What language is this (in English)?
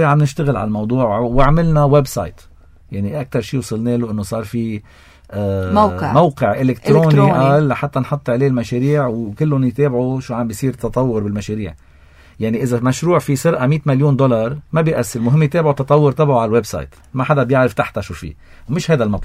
North Levantine Arabic